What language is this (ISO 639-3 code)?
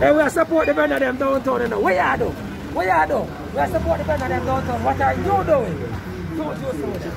jam